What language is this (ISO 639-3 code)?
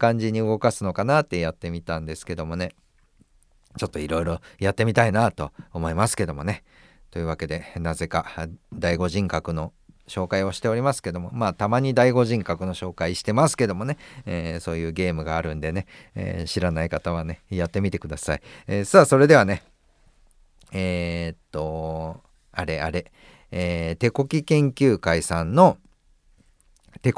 jpn